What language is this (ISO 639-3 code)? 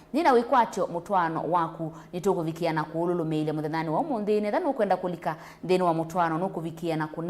kam